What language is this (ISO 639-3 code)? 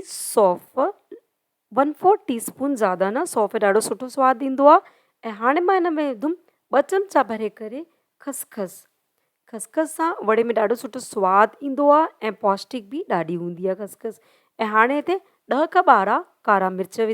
snd